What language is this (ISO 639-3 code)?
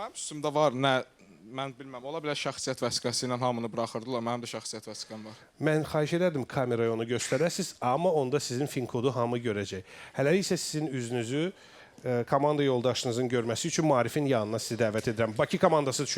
aze